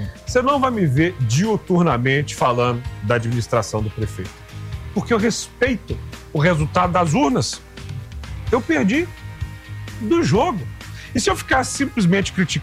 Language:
Portuguese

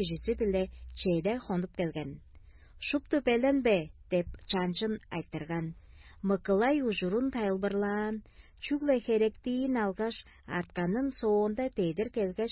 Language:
Tuvinian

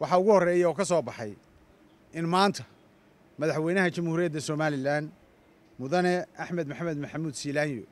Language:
Somali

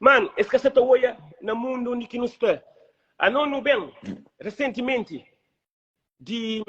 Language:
Kabuverdianu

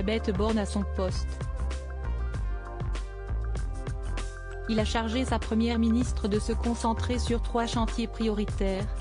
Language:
French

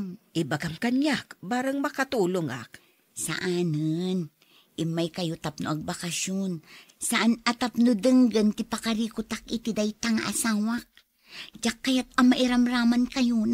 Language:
Iloko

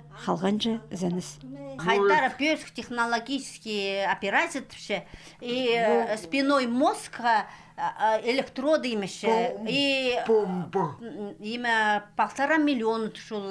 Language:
Khakas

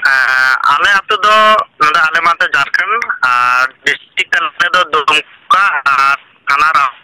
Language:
Santali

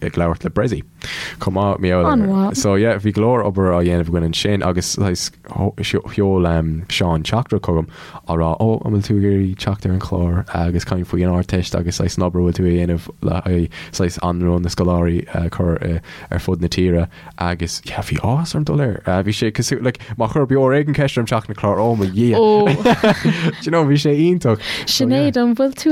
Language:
Irish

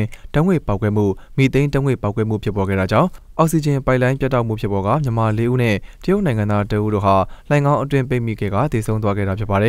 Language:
Burmese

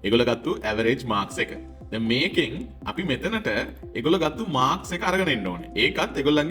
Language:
Sinhala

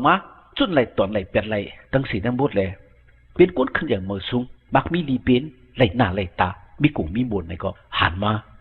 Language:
Shan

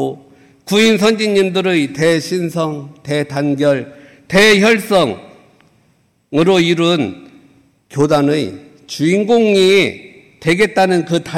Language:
Korean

